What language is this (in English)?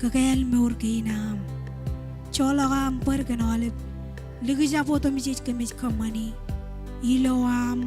Marshallese